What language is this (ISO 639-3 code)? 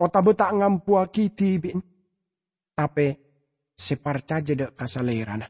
mad